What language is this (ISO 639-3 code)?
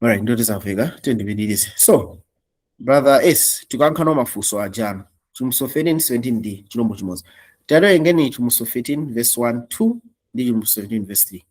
nya